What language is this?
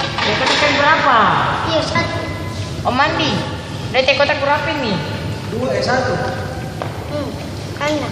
Ambonese Malay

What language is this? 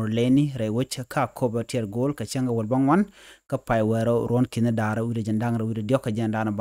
Nuer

